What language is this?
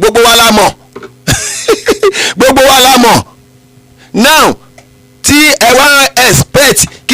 Yoruba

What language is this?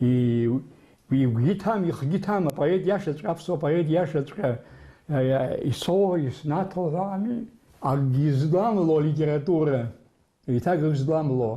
Abkhazian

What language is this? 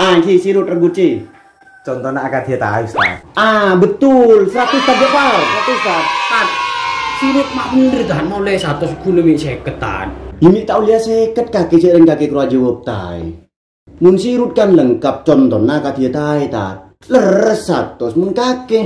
Madurese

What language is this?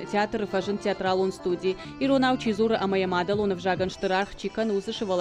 Ossetic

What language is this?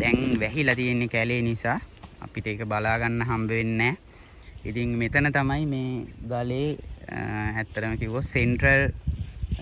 Sinhala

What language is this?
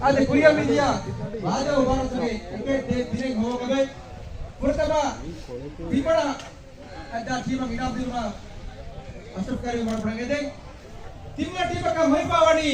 Divehi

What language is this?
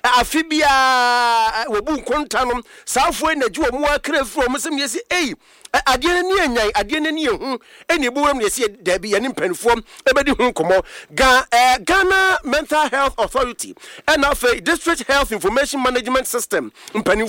Akan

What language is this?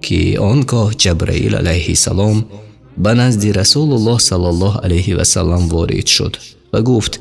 Tajik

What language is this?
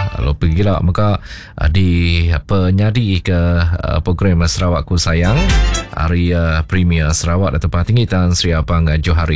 Iban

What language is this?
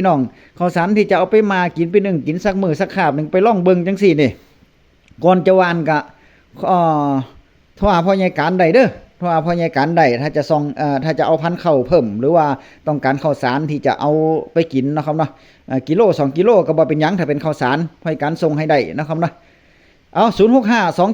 Northeastern Thai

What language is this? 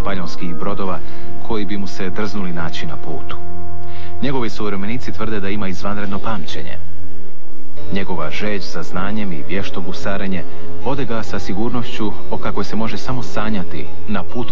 Croatian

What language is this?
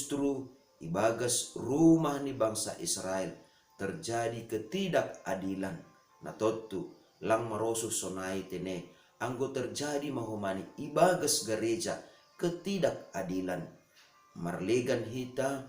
Batak Simalungun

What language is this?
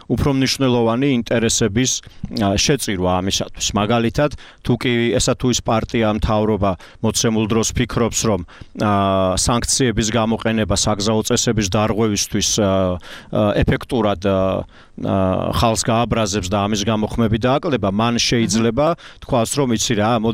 Georgian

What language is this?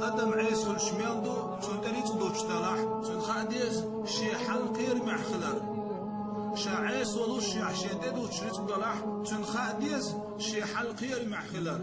Chechen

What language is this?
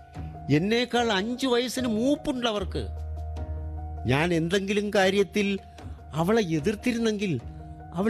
Malayalam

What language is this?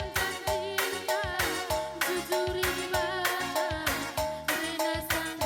Batak Karo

